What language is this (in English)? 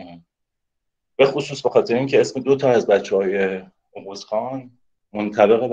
Persian